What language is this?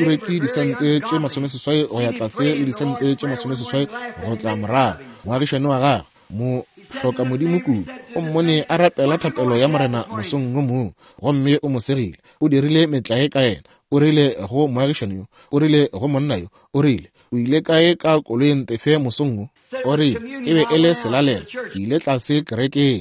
Northern Sotho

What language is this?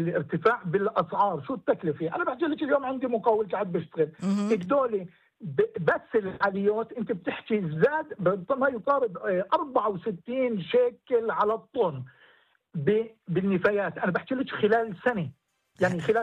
North Levantine Arabic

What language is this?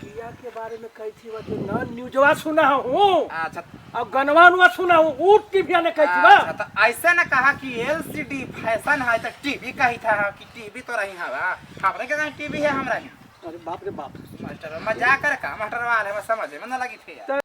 Magahi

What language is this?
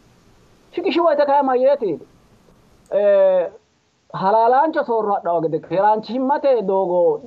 Sidamo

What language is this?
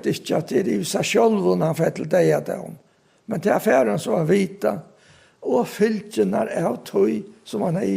Faroese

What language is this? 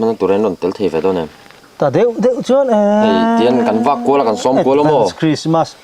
Mizo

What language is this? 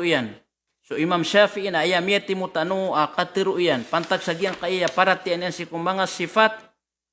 Maranao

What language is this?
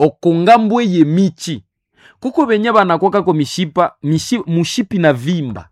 Nande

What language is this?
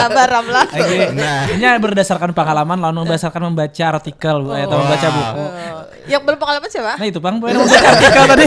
Banjar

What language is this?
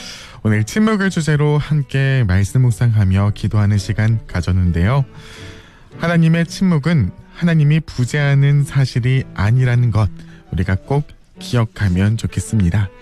Korean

